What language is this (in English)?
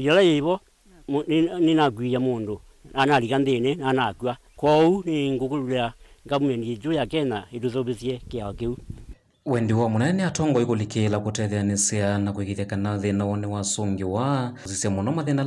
Kamba